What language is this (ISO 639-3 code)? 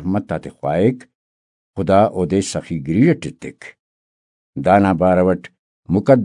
brh